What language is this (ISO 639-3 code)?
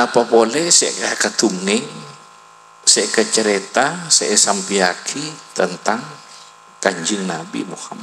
mad